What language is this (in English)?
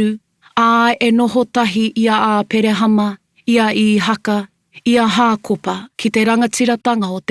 Māori